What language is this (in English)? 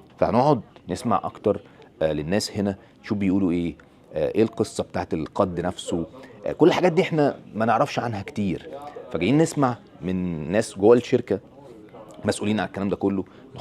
Egyptian Arabic